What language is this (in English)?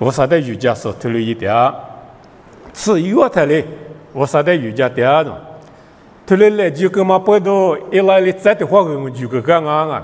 Lisu